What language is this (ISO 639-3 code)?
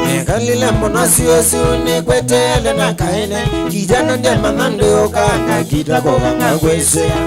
kam